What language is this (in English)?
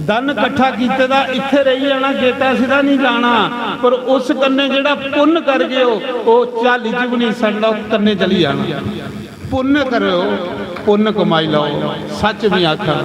Dogri